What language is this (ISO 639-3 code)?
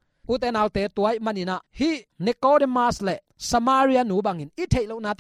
ctd